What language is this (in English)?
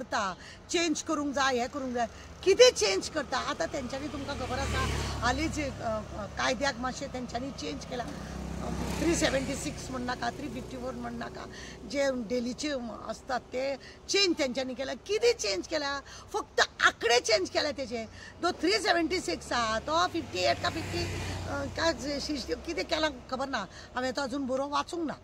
Konkani